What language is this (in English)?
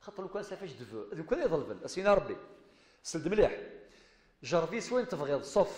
Kabyle